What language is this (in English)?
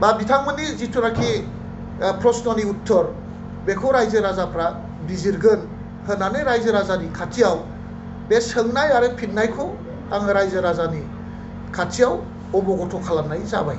Bodo